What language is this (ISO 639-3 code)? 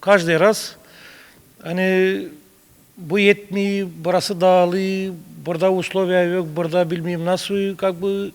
gag